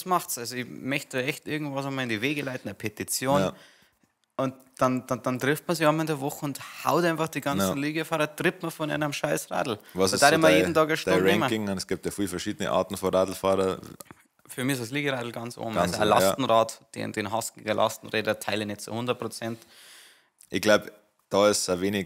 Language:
Bavarian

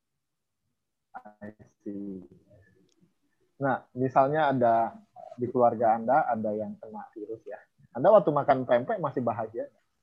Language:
Indonesian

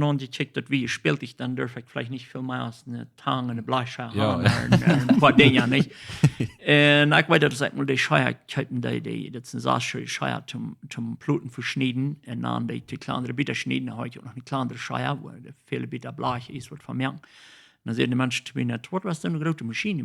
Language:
Plautdietsch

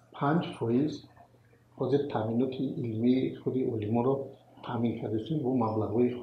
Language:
Tajik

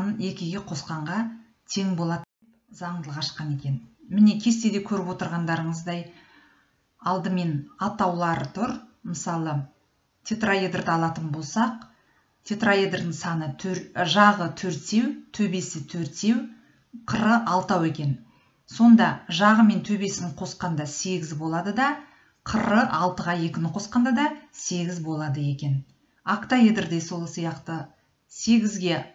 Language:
Kazakh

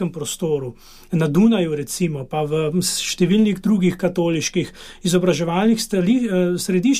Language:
Slovenian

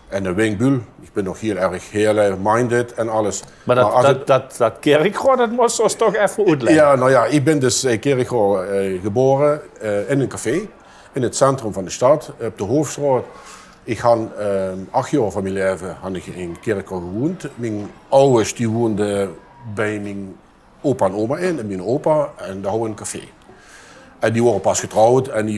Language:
Limburgish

